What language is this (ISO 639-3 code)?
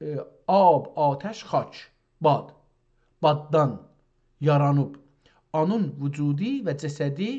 azb